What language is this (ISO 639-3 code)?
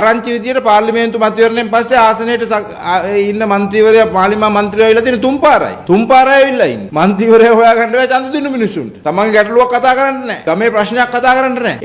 sin